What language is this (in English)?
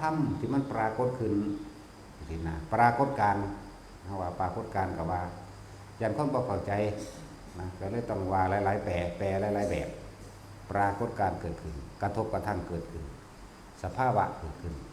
Northeastern Thai